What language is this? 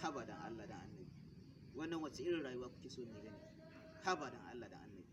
Hausa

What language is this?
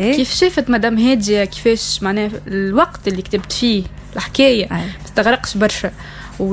Tunisian Arabic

